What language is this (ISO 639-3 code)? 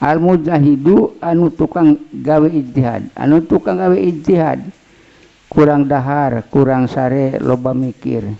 sun